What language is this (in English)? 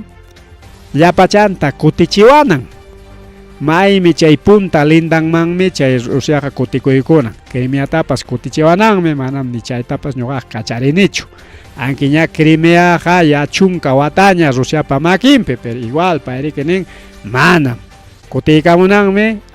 Ayacucho Quechua